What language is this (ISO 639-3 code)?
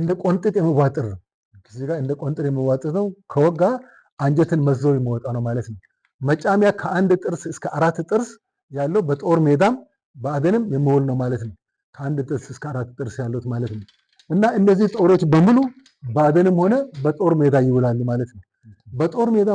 amh